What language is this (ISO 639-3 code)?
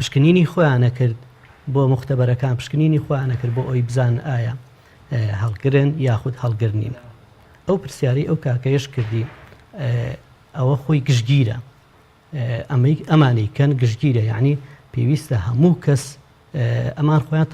ckb